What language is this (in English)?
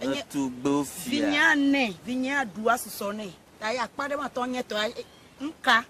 Ewe